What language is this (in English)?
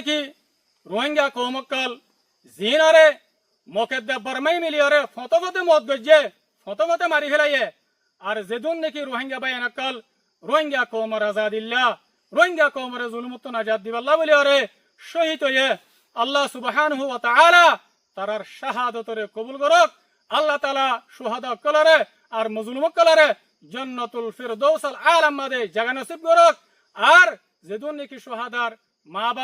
Rohingya